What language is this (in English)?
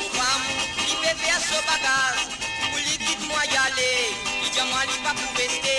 Morisyen